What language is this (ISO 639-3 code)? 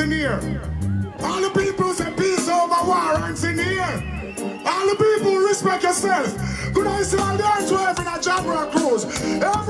jam